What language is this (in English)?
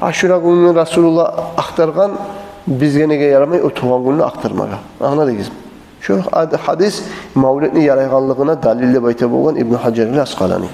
Kumyk